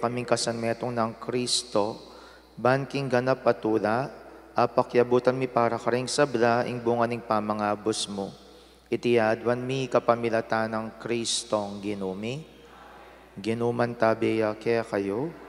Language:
Pampanga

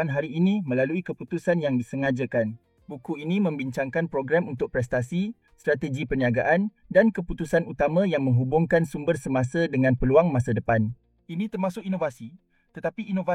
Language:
Malay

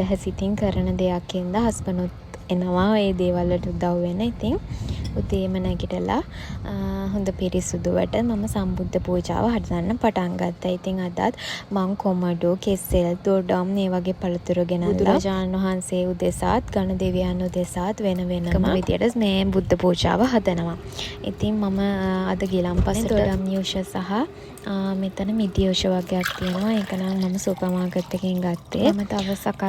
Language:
Sinhala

